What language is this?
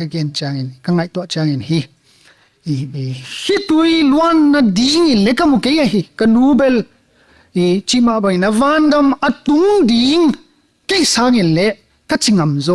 Paite Chin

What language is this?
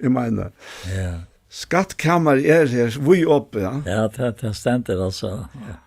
Faroese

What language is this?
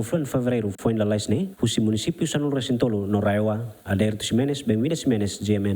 Tetum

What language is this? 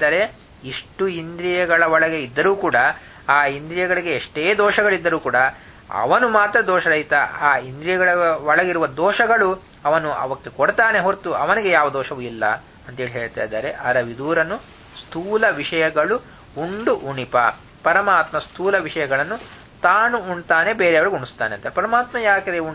Kannada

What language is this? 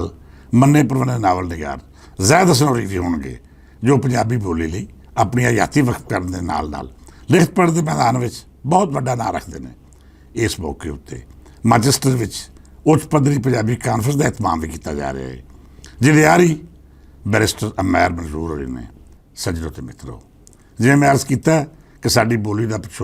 Western Panjabi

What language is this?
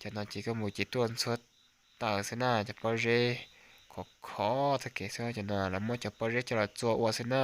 Hmong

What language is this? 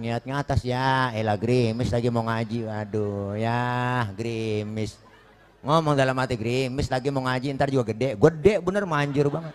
Betawi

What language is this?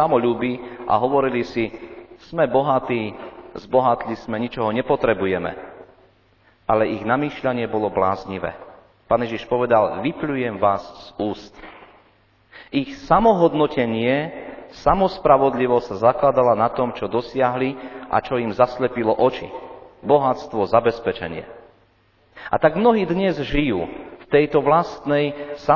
Slovak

